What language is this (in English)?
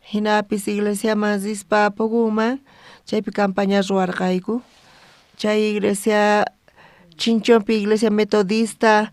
South Bolivian Quechua